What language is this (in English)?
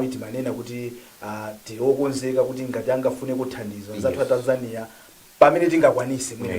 Nyanja